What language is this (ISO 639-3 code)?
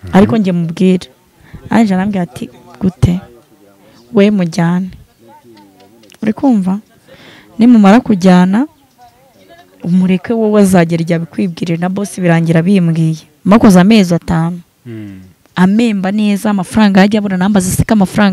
kin